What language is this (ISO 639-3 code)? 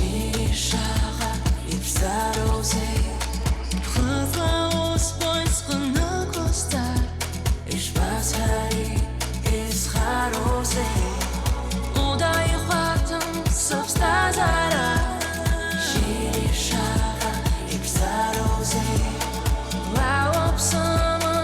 abk